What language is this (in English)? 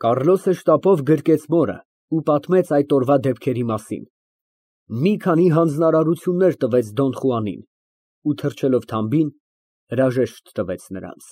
Armenian